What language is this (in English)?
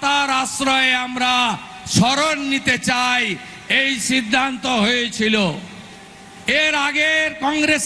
Bangla